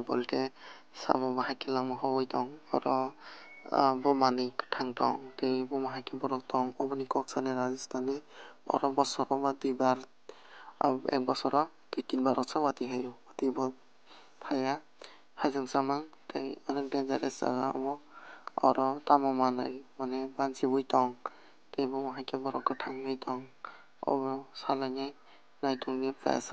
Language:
Kok Borok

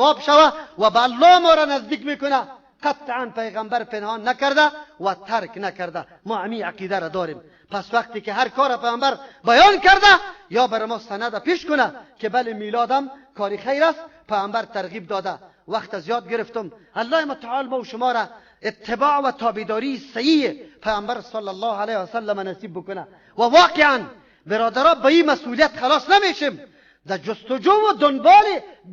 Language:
Persian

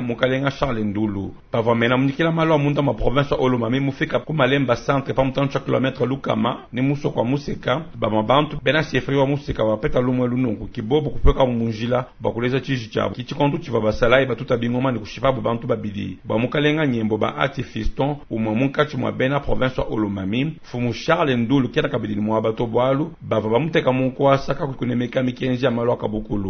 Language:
Luba-Lulua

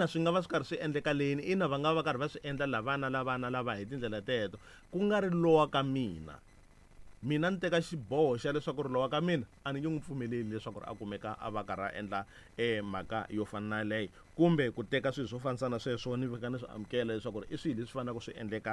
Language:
Tsonga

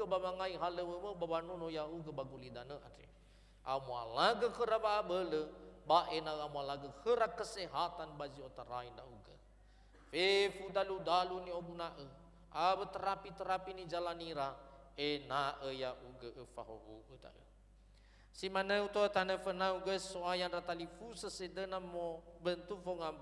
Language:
Nias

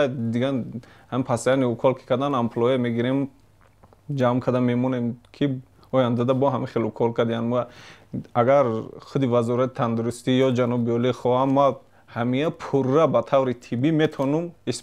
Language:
Tajik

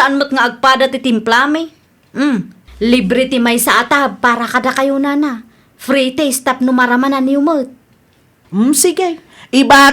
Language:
Iloko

